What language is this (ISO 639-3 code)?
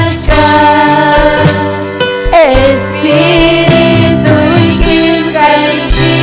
quy